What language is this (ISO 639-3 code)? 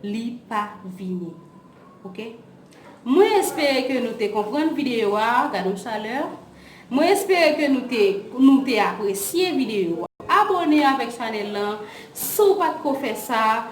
hat